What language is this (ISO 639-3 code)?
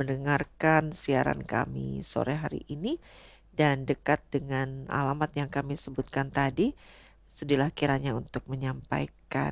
ind